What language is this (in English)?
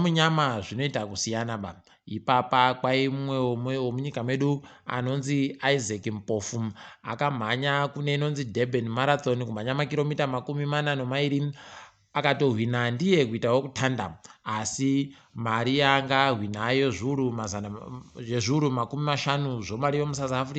Ndau